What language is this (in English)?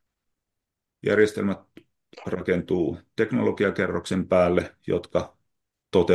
Finnish